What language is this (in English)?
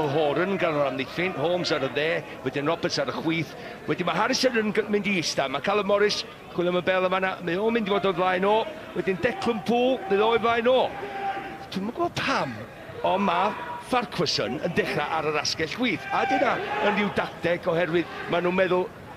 Welsh